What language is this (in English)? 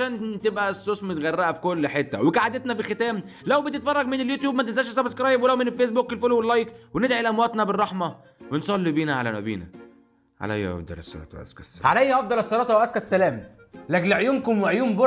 Egyptian Arabic